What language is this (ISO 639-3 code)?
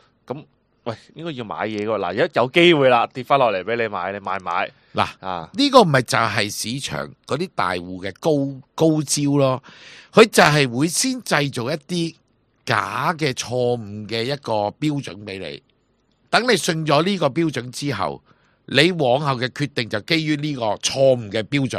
yue